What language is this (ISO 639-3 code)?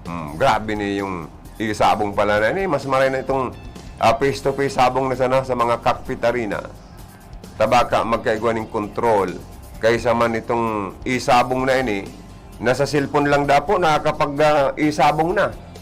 bik